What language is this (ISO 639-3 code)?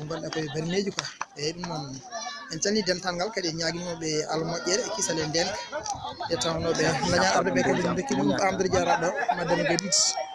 ful